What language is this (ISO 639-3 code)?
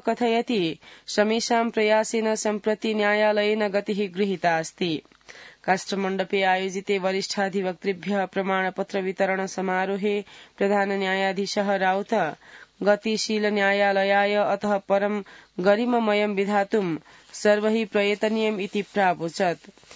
san